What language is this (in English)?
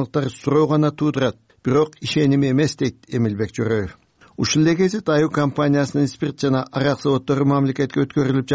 Kyrgyz